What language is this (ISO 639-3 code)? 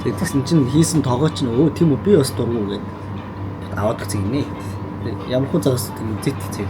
mon